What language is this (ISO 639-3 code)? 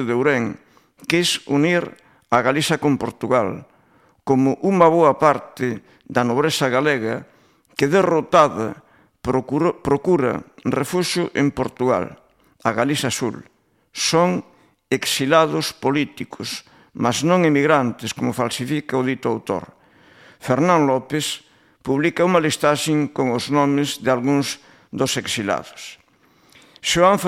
glg